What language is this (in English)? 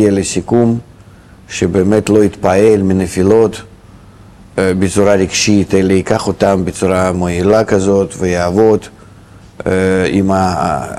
Hebrew